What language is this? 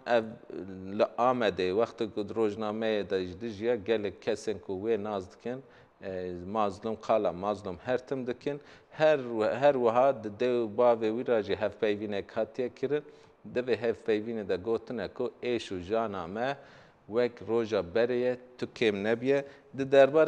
Kurdish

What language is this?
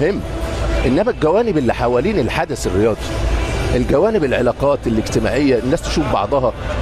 Egyptian Arabic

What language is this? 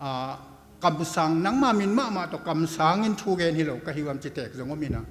Tedim Chin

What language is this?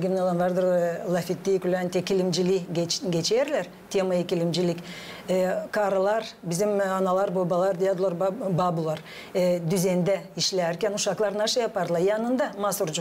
Gagauz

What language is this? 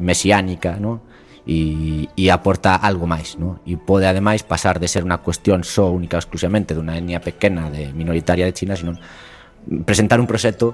Galician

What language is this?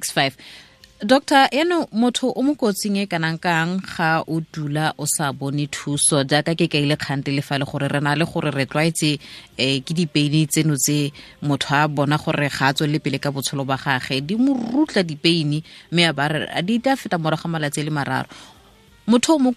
Tswana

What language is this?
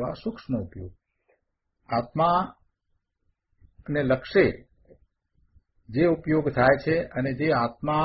Gujarati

